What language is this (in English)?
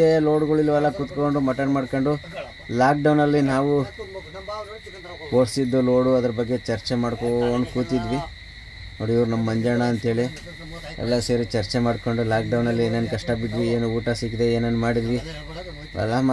Kannada